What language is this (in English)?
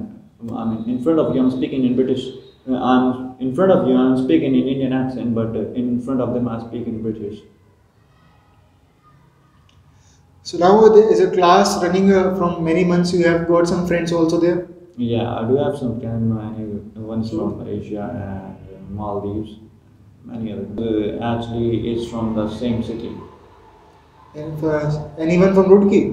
English